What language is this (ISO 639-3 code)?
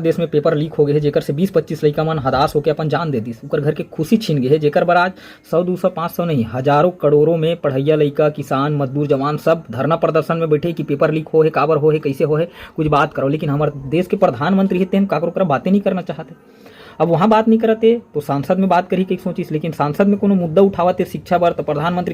hne